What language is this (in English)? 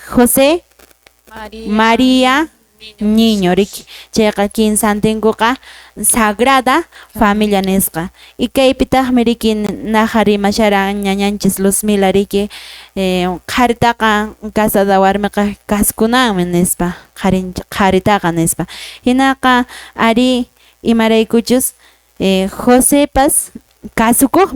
Quechua